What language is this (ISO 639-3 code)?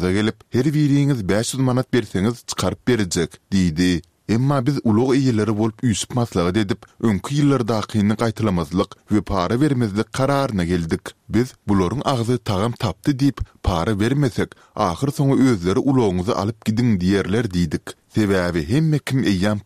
tuk